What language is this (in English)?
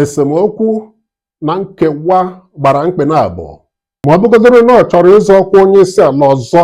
Igbo